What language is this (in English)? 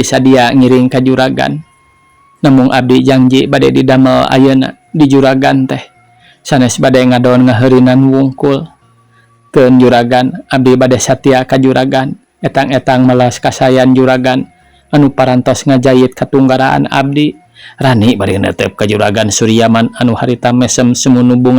Sundanese